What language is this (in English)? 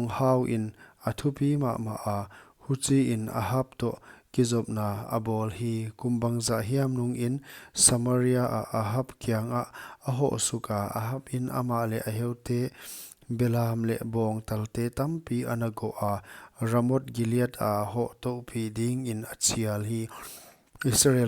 Paite Chin